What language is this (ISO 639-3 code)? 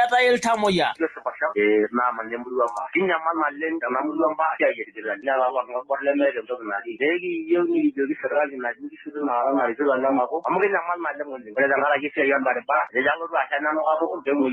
mas